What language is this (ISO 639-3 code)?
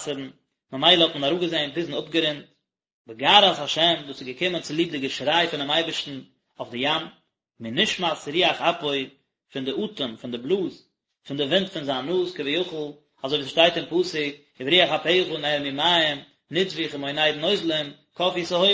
yid